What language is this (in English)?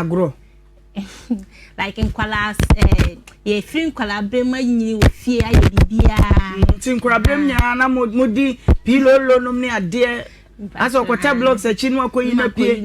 Akan